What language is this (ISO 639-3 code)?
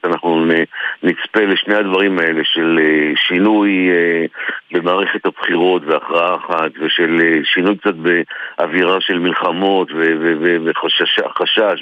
heb